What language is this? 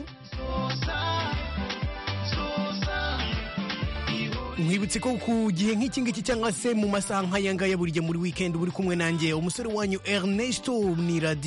Kinyarwanda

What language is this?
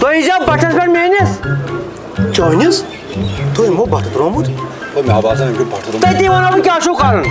Kashmiri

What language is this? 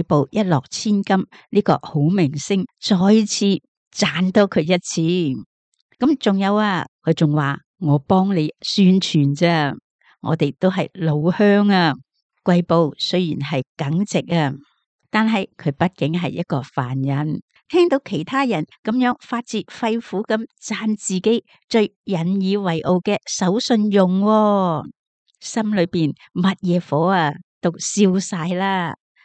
Cantonese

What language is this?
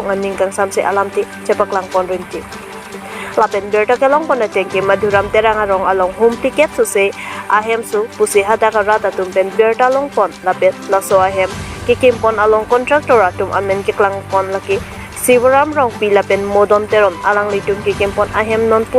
Karbi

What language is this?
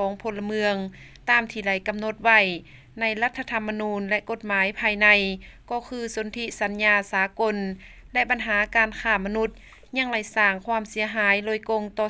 Lao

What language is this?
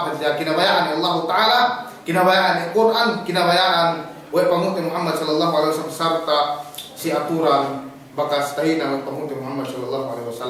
Yakan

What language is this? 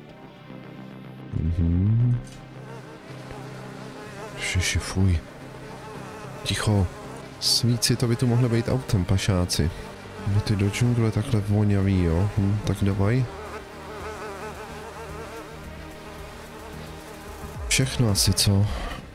Czech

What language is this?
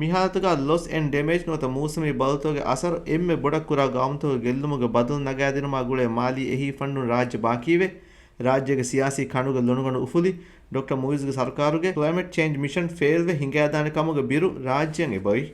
Divehi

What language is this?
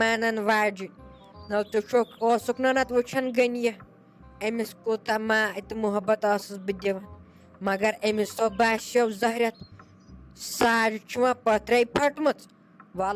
Kashmiri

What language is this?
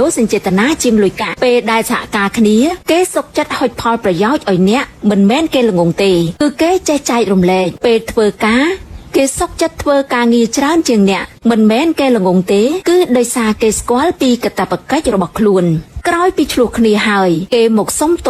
Khmer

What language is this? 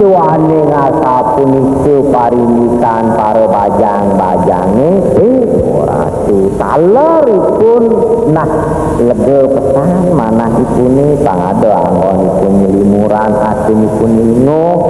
Balinese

